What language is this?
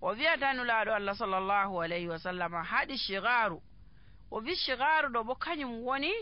Nigerian Fulfulde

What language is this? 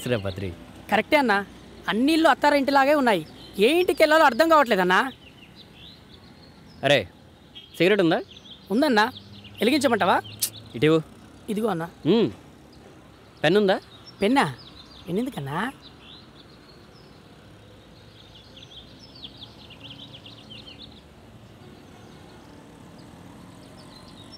Telugu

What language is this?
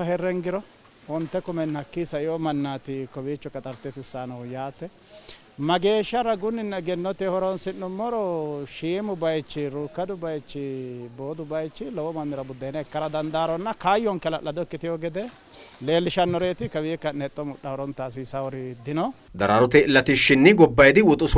Sidamo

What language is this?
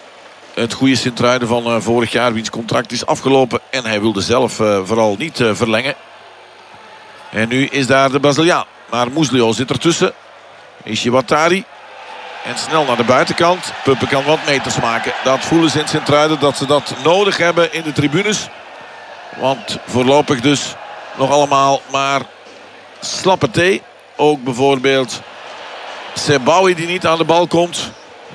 Dutch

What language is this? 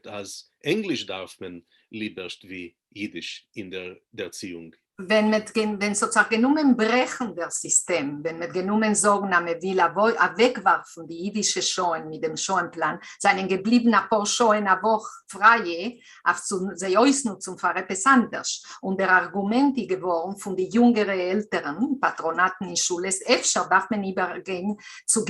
Yiddish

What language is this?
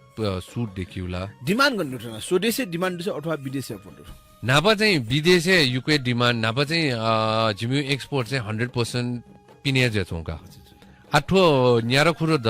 Newari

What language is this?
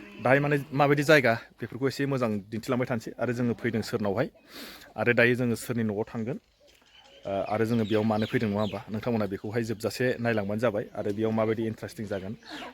Bodo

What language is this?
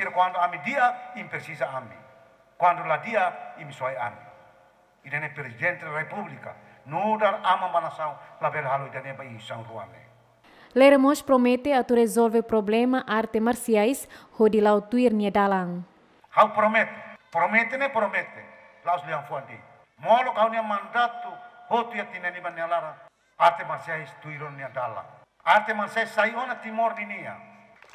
Tetum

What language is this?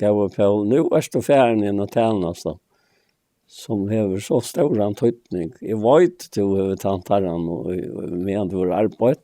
Faroese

